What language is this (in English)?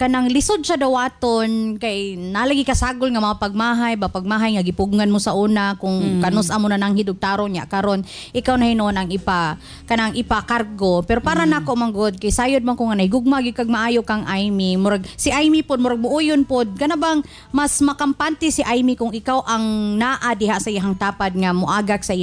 Cebuano